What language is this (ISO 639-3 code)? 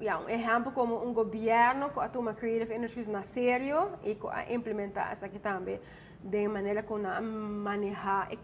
pap